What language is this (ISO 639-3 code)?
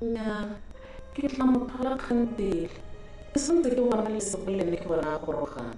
tsn